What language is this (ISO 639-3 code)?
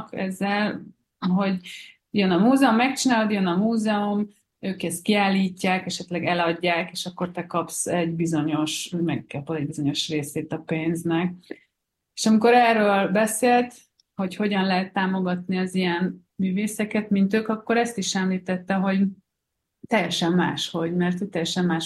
hun